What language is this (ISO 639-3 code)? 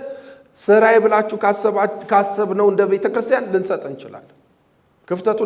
amh